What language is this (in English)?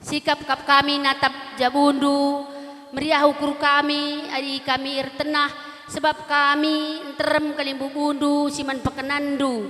Batak Karo